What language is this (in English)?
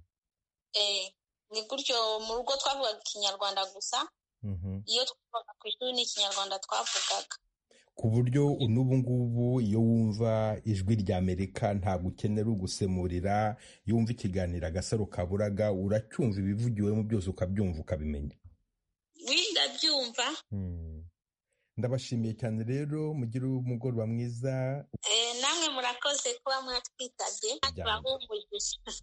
Kinyarwanda